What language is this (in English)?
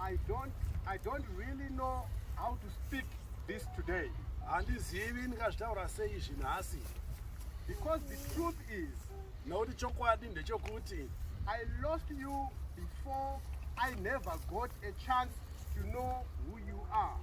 Shona